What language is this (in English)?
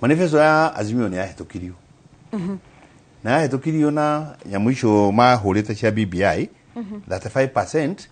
Kikuyu